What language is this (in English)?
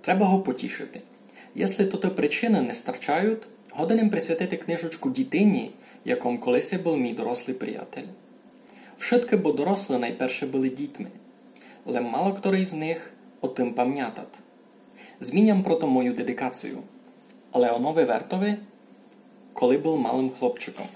Rusyn